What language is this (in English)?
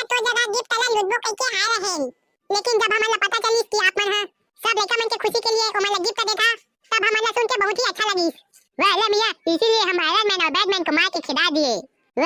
Chhattisgarhi